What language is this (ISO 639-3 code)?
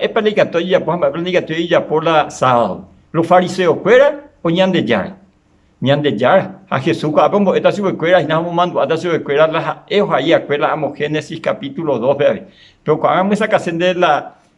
grn